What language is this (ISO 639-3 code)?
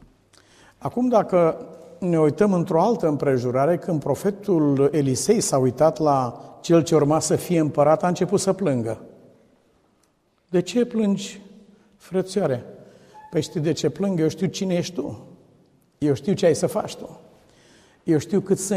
ron